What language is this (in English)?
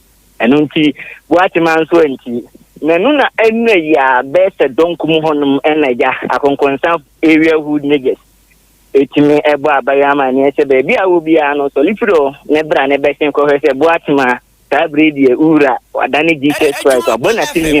Akan